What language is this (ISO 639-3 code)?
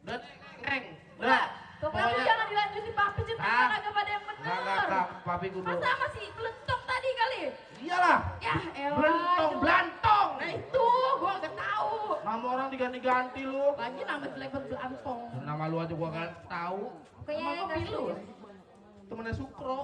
bew